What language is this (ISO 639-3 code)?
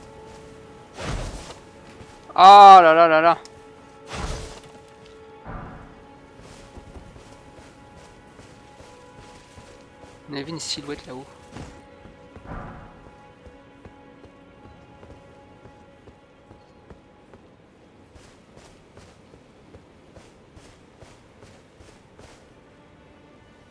fra